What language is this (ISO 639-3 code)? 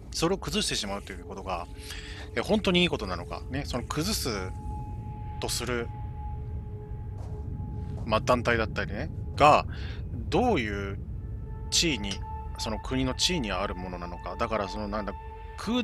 jpn